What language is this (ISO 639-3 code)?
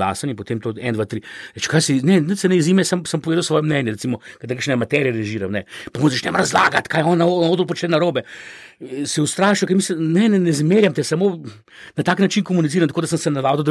slv